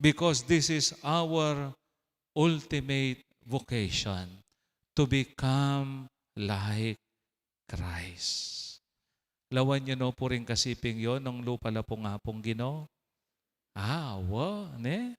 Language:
Pampanga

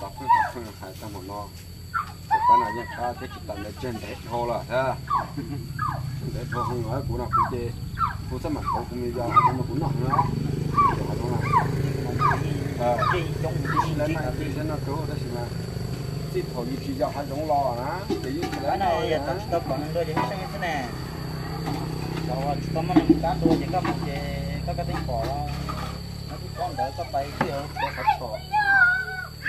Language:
Vietnamese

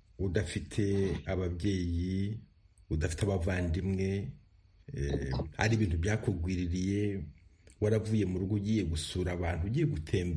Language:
Kinyarwanda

